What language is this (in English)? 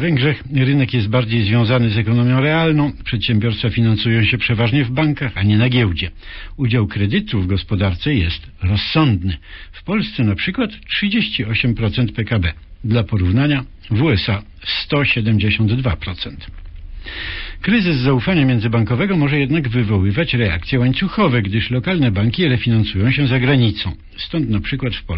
Polish